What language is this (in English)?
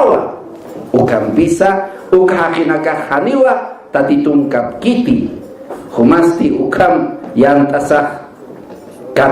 Aymara